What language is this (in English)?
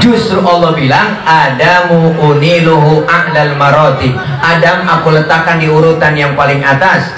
Betawi